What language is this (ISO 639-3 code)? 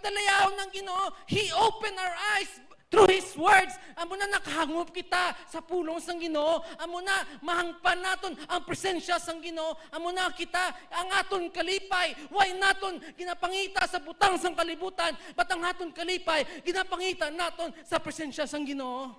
hil